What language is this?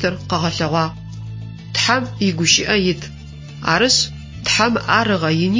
Adyghe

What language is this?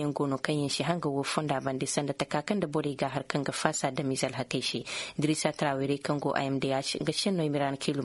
Koyraboro Senni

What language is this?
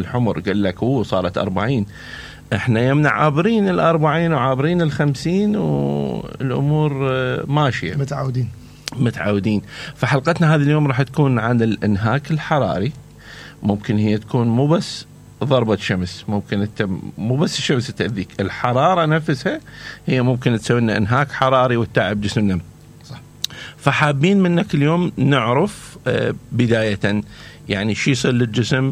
Mesopotamian Arabic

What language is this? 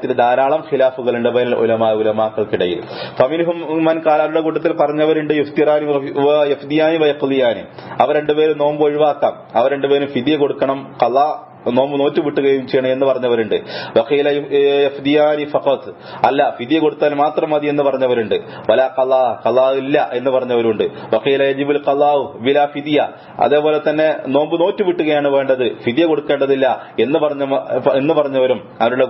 Malayalam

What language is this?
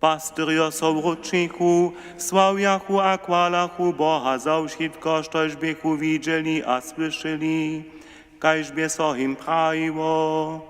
Upper Sorbian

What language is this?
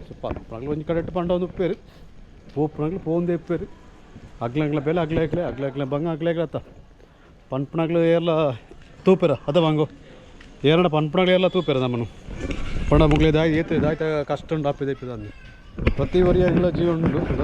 Tulu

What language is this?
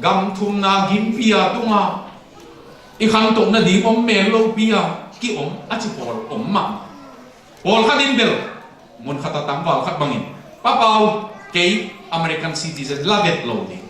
Tedim Chin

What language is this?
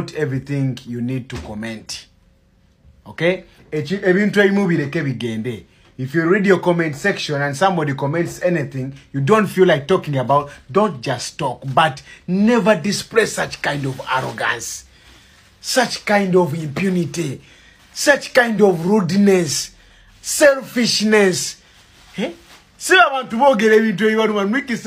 Ganda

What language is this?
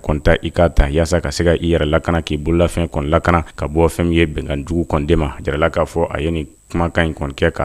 Bambara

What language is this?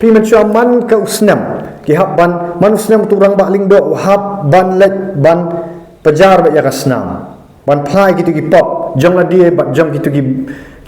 Khasi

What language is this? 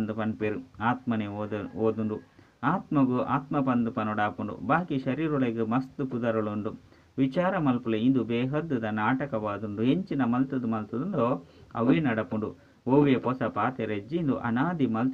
Tulu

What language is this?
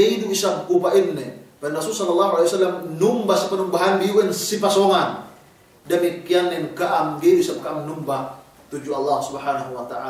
Yakan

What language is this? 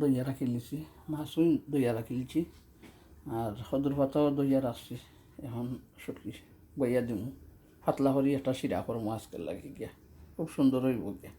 Sylheti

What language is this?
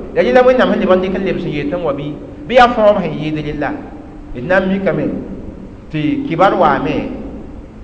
Mossi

